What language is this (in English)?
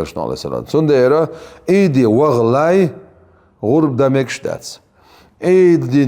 Chechen